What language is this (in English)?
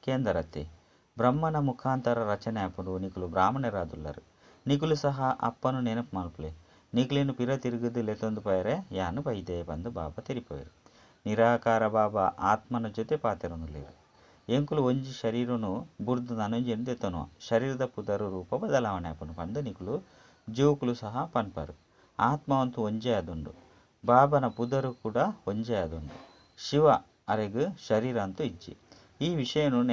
Tulu